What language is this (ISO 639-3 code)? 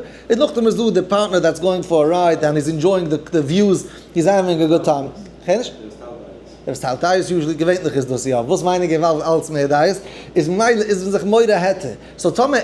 yid